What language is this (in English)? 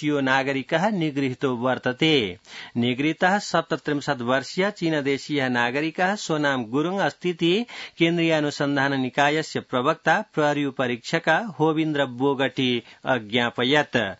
Sanskrit